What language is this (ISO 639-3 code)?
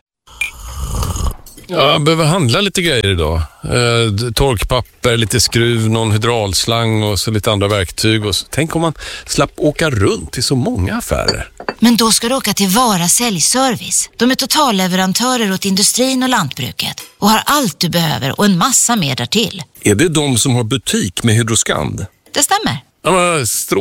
swe